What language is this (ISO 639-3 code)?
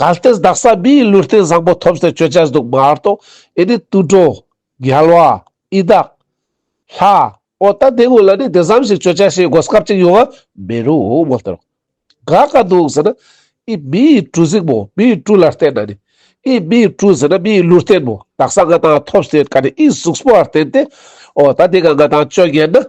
lbj